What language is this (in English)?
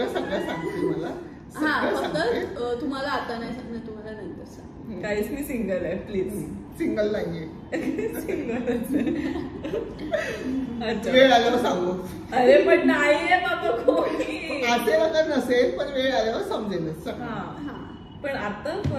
Marathi